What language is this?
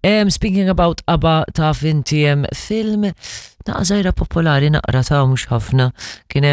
Maltese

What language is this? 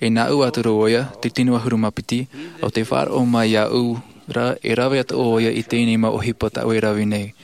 Tahitian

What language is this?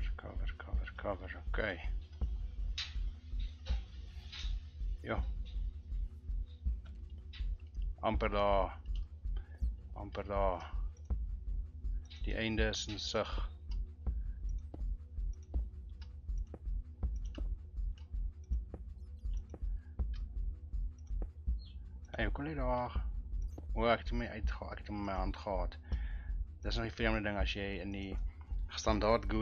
Afrikaans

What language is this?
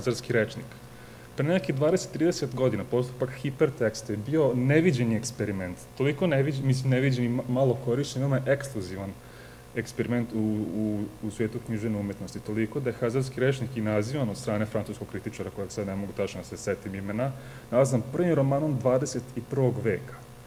Serbian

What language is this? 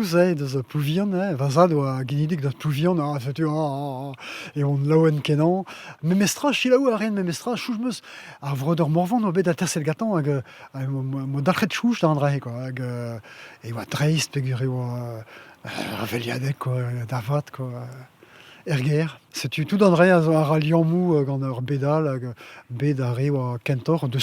Breton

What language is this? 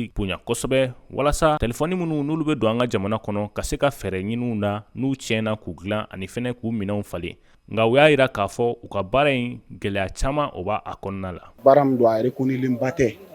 Bambara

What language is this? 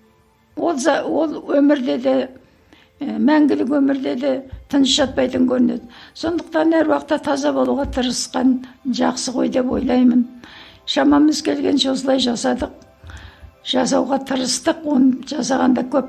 Kazakh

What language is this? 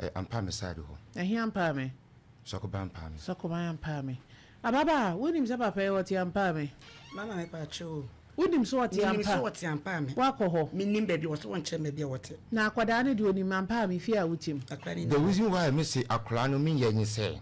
Akan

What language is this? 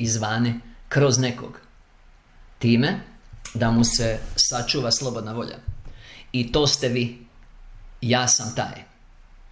Croatian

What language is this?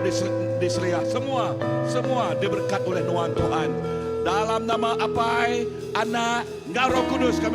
Iban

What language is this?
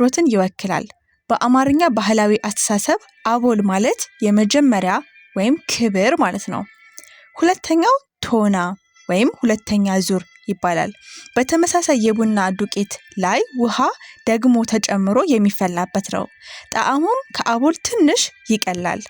Amharic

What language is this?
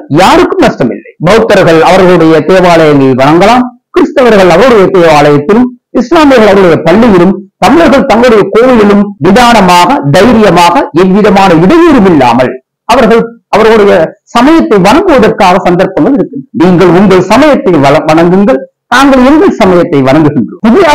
Tamil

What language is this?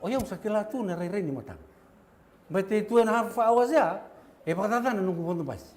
Fijian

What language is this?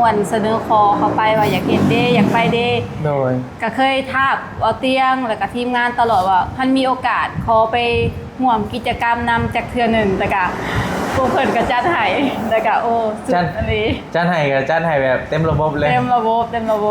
Lao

